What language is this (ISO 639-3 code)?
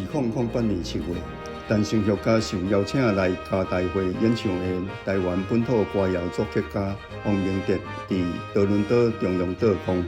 nan